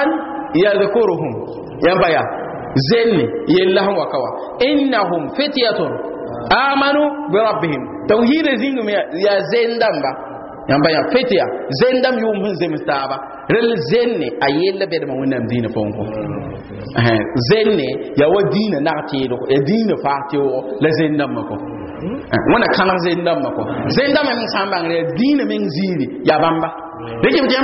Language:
Mossi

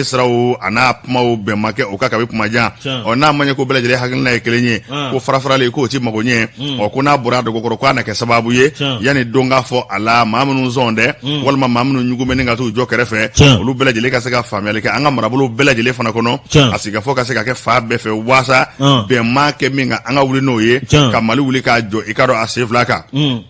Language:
Bambara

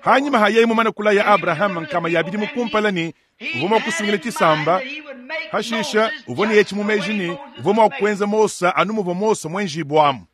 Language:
Luba-Lulua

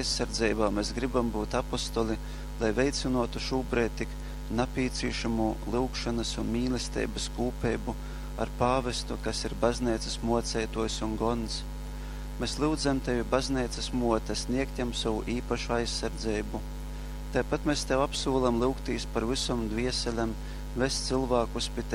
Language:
Latgalian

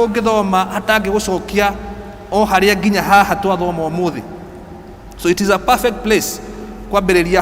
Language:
Kikuyu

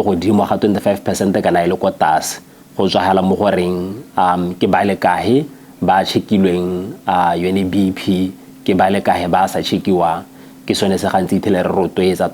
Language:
Tswana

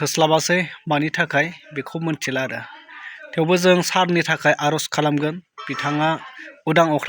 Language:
Bodo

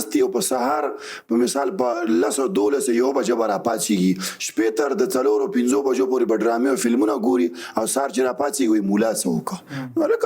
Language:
Pashto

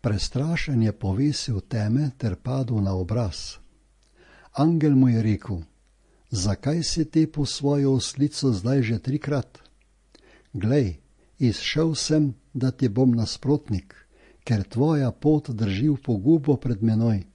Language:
Slovenian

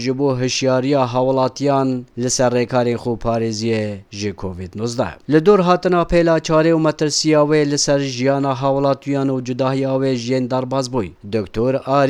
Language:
Kurdish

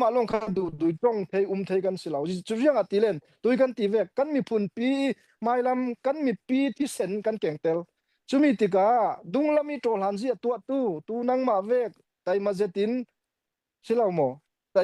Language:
Falam Chin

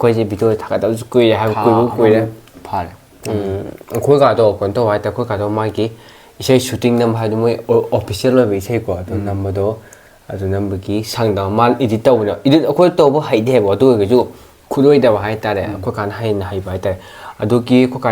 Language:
Manipuri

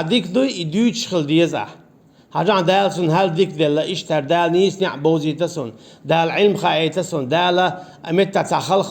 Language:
Chechen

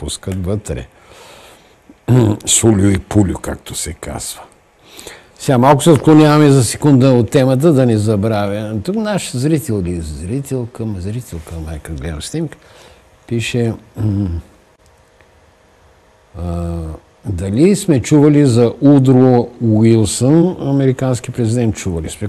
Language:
Bulgarian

